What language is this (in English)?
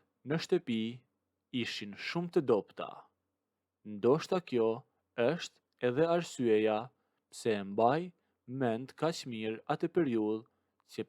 Albanian